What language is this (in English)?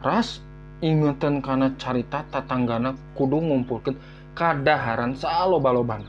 Sundanese